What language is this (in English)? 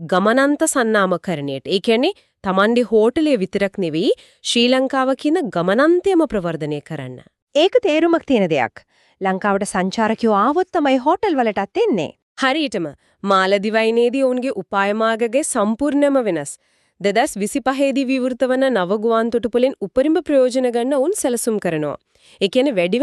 Sinhala